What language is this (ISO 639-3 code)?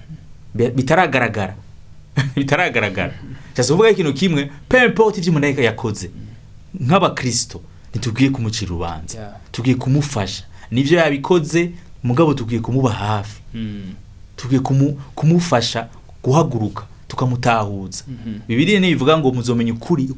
run